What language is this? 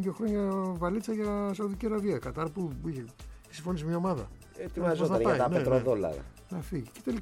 Greek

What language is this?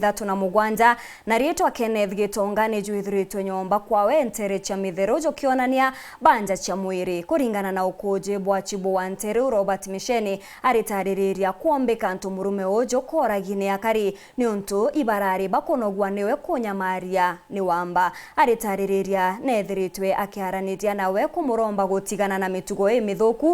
Meru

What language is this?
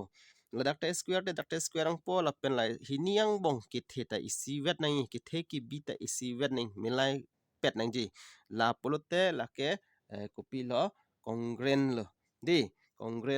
Karbi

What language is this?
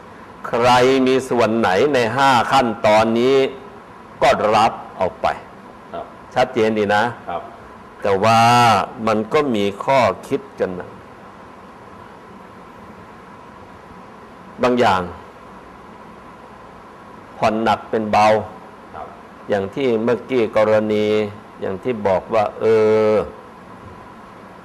Thai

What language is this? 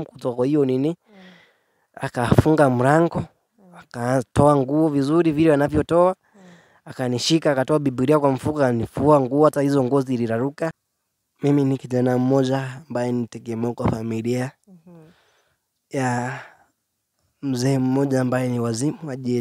Swahili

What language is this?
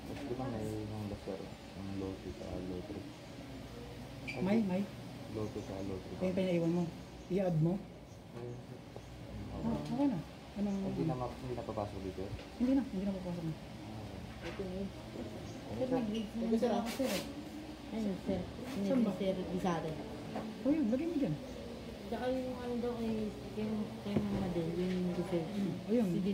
Filipino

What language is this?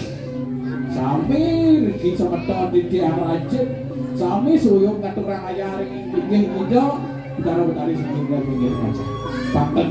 Balinese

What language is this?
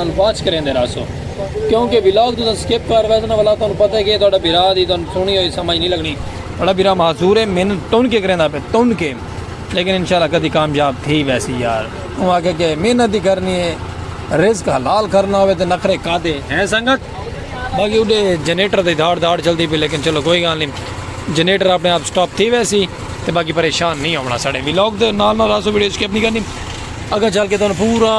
Saraiki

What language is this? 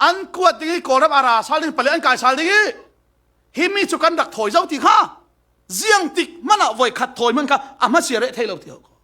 Falam Chin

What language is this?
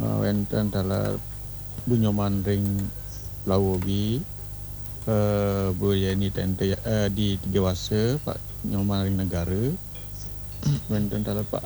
Balinese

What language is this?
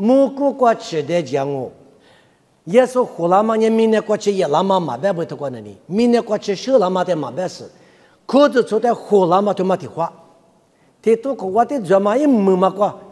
Lisu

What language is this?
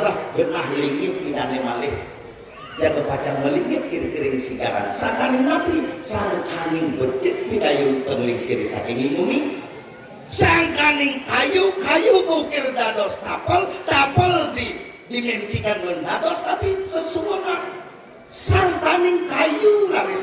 Balinese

